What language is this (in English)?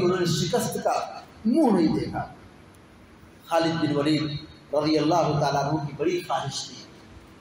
Urdu